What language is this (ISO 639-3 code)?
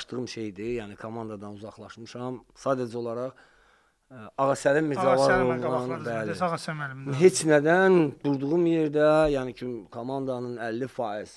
aze